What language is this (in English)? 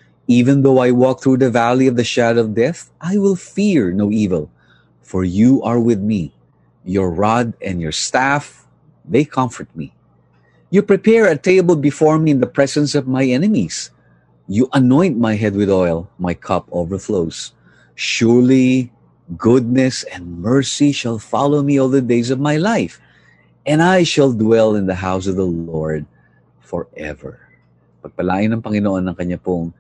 Filipino